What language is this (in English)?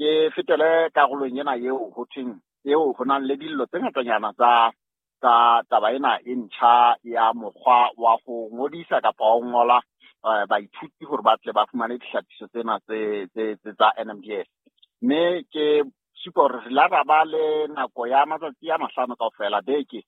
Southern Sotho